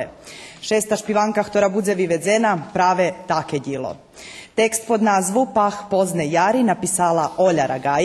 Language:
Rusyn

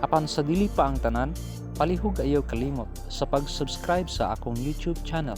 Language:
Cebuano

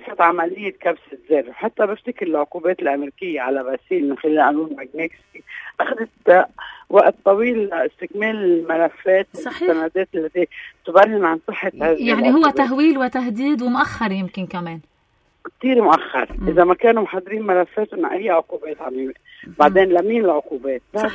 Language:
North Levantine Arabic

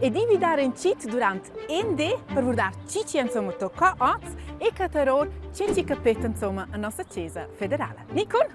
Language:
Romansh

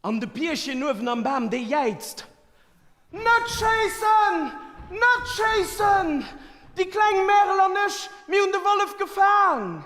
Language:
Luxembourgish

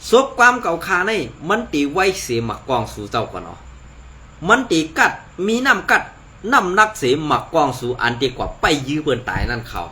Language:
Shan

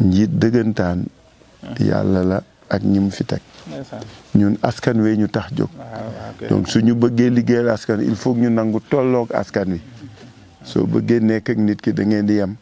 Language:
Wolof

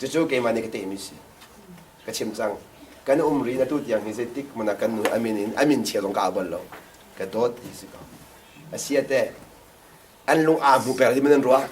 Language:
Hakha Chin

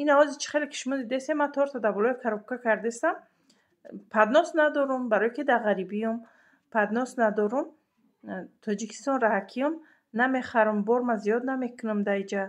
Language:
Tajik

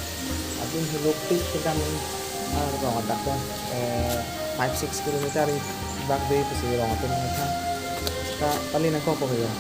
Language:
Karbi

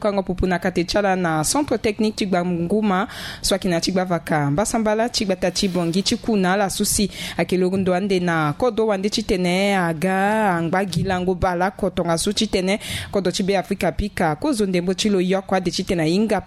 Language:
Sango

